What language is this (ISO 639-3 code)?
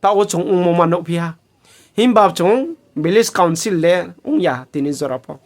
ria